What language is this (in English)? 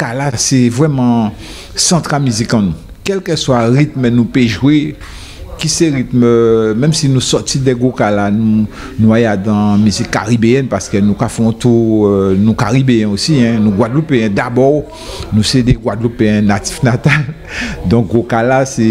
Guadeloupean Creole French